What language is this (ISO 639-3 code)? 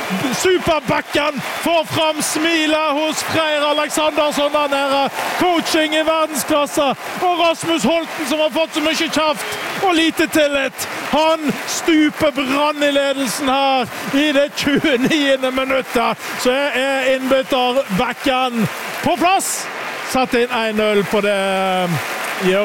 nor